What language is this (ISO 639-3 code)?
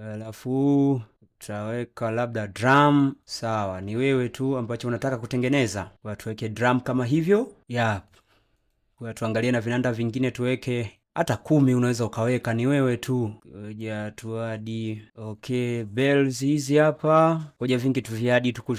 swa